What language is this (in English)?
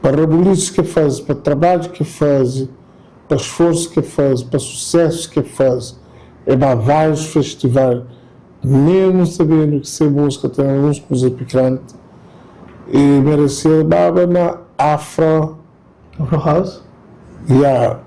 Kabuverdianu